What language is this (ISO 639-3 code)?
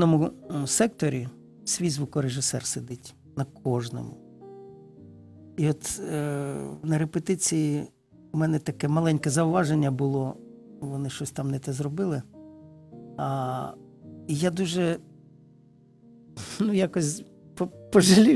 ukr